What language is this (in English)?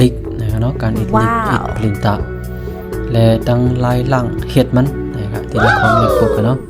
Shan